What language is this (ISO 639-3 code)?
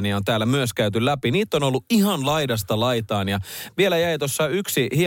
fin